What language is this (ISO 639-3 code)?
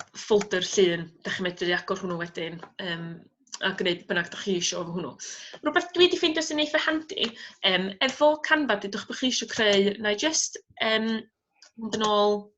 cym